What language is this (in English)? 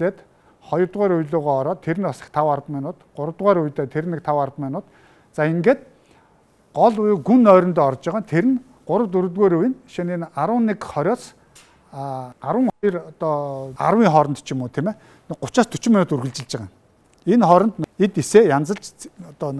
Mongolian